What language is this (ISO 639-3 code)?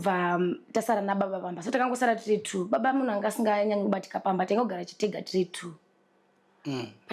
sna